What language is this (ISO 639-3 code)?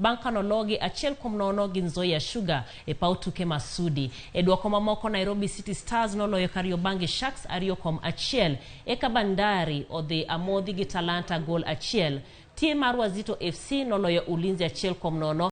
luo